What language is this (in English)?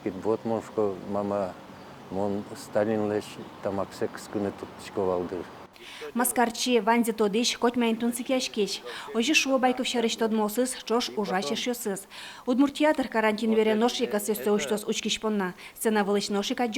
Udmurt